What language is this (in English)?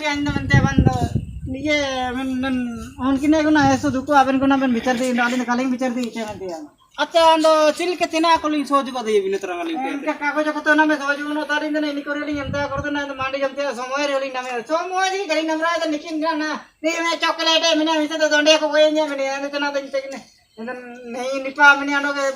Ho